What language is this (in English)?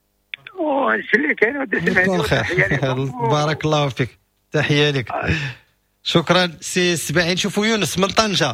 Moroccan Arabic